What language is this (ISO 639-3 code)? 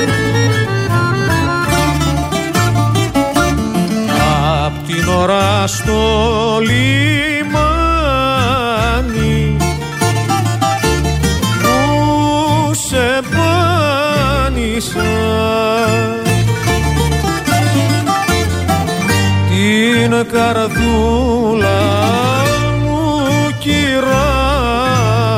ell